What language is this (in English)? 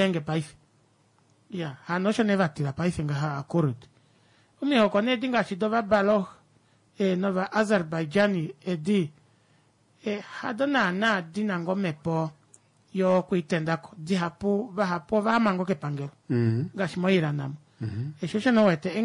Kuanyama